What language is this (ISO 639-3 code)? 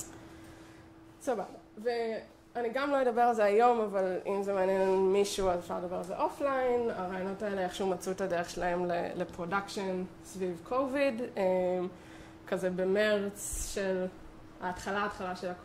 heb